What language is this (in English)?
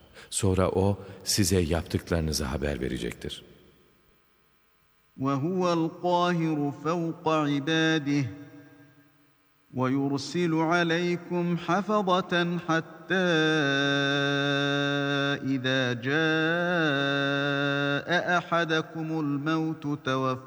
Turkish